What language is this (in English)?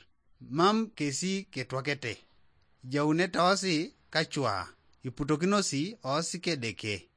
Teso